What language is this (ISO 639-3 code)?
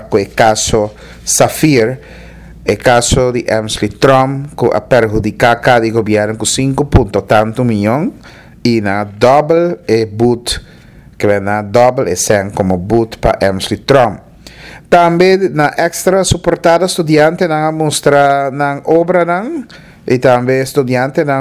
pap